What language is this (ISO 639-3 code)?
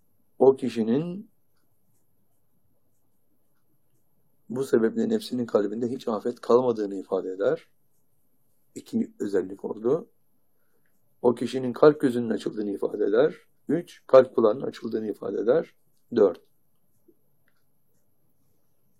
tur